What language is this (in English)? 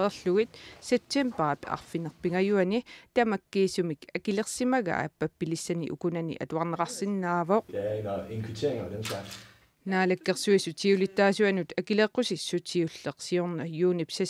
Kalaallisut